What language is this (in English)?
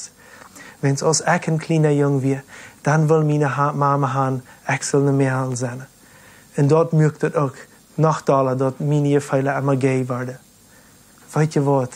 Plautdietsch